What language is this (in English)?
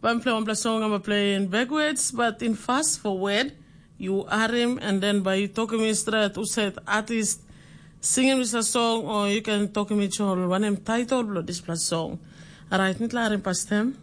Tok Pisin